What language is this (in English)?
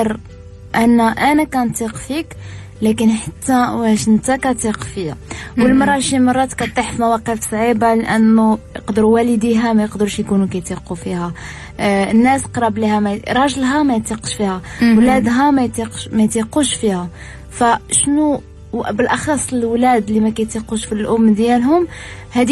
Moroccan Arabic